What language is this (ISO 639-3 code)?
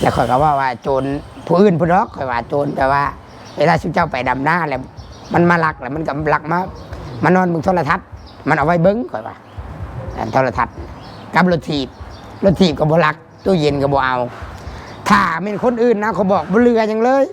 tts